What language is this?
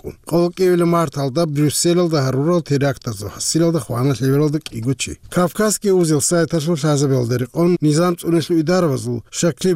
Avaric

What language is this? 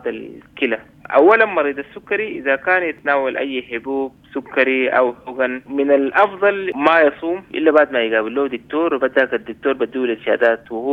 Sudanese Arabic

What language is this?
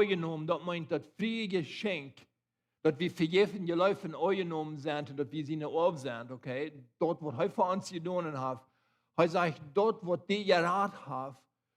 Plautdietsch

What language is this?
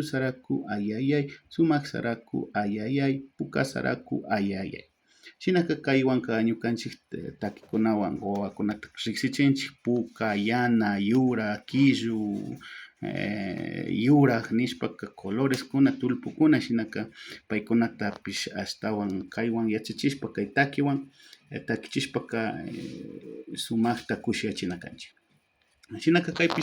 Chimborazo Highland Quichua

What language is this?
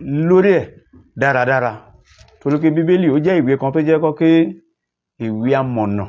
Yoruba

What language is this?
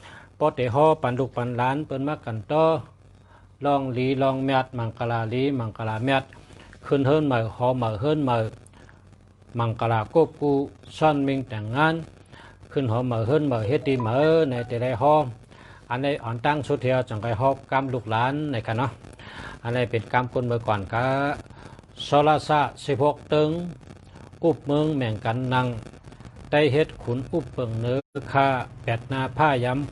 Shan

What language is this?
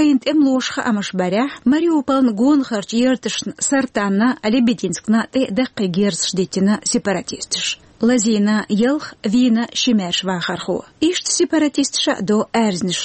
Chechen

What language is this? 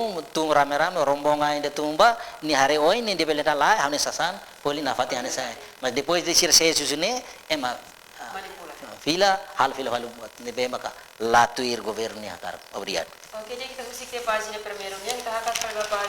Tetum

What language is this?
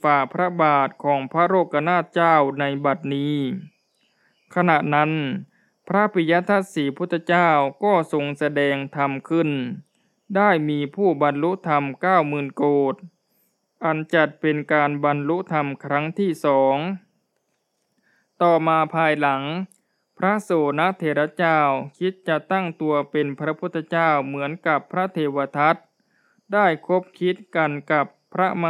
Thai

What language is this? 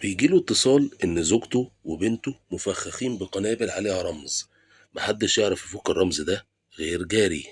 Egyptian Arabic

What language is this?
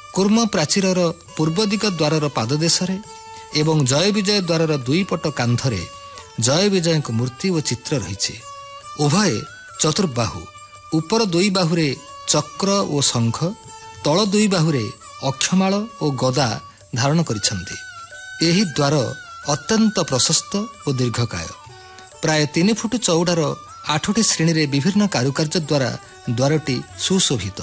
Odia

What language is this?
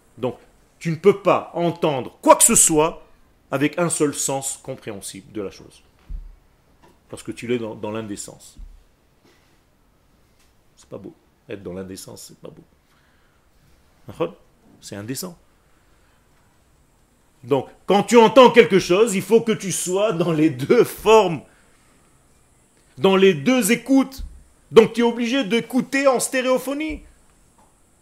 French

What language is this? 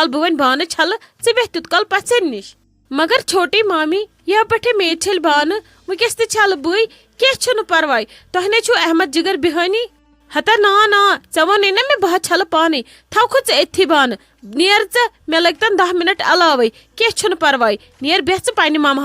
Kashmiri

